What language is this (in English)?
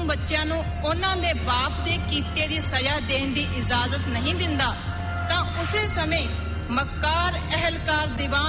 Punjabi